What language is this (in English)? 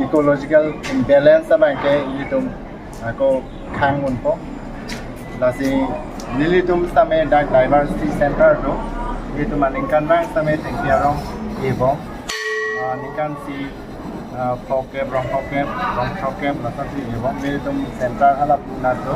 Karbi